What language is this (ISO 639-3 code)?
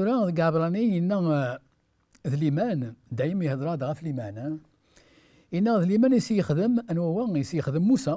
kab